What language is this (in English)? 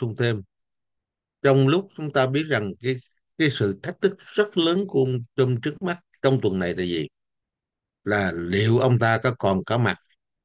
Vietnamese